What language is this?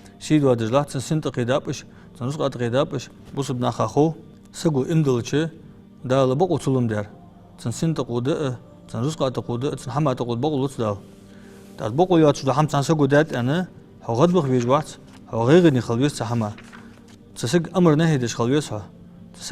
Ingush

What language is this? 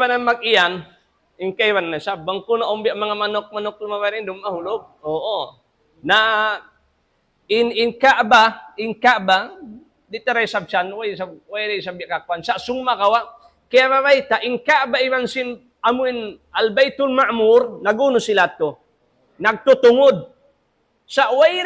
Tausug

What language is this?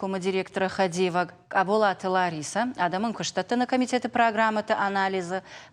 Ossetic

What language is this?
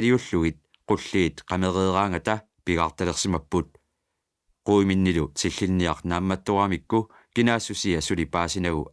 Kalaallisut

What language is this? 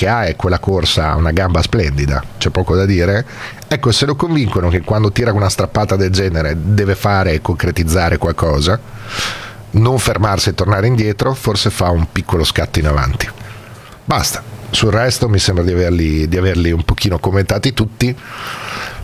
Italian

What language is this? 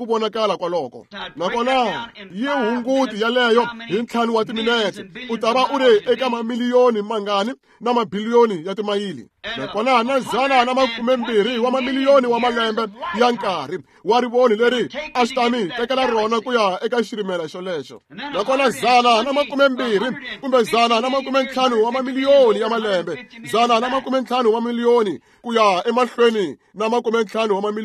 Tsonga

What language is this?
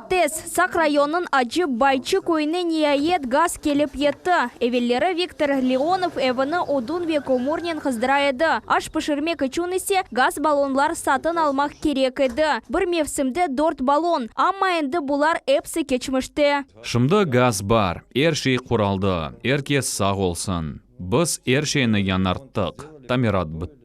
Crimean Tatar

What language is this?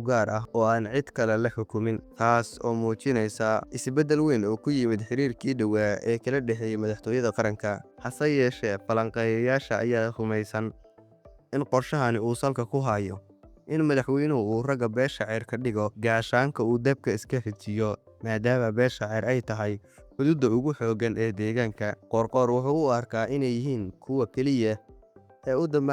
Somali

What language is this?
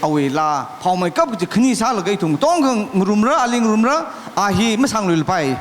Tangkhul Naga (India)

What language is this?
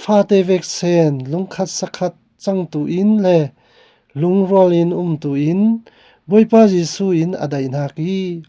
Falam Chin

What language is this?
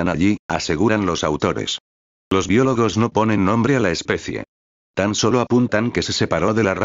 Spanish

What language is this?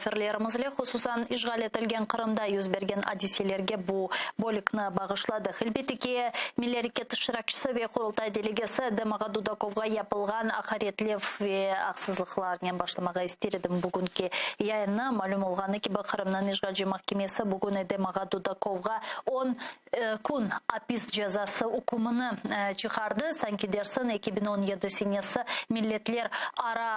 Crimean Tatar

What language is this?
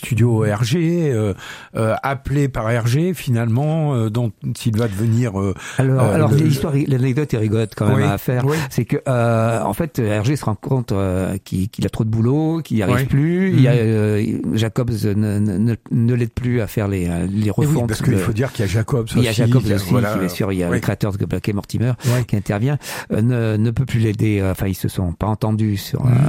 French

